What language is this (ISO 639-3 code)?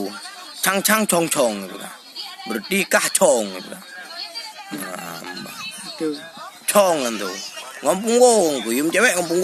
ace